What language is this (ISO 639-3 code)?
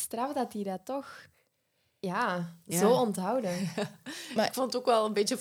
nld